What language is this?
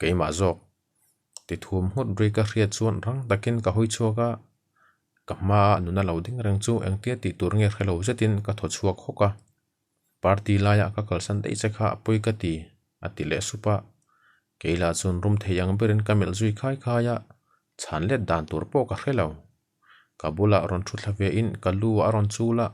Mizo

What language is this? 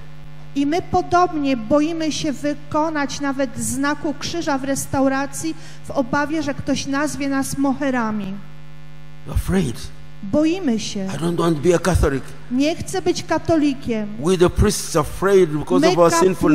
Polish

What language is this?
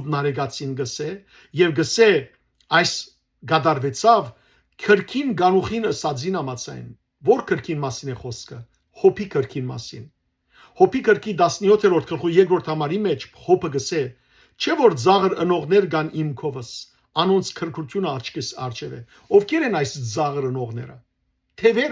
Western Armenian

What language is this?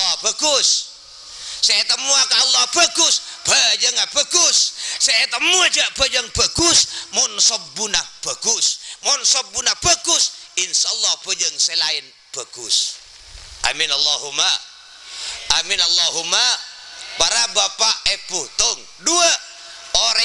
Madurese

